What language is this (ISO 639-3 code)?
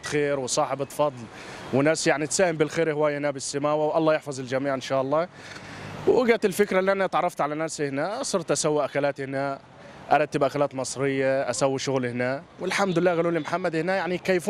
acm